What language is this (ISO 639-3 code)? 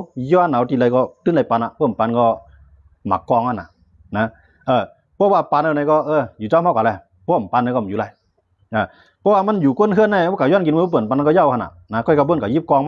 shn